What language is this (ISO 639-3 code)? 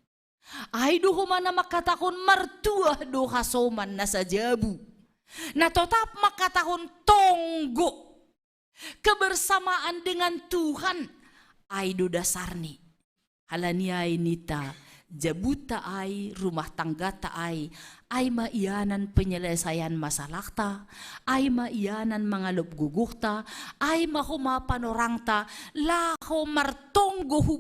bts